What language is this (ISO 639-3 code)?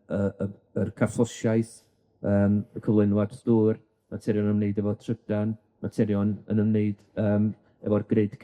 cym